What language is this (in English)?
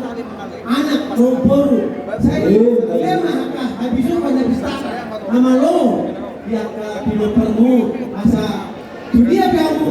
Batak Toba